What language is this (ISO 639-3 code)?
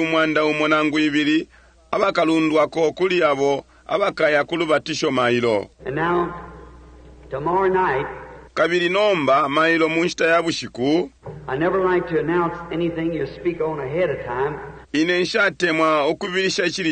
bem